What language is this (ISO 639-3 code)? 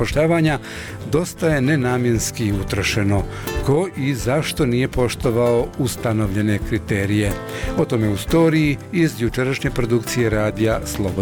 bos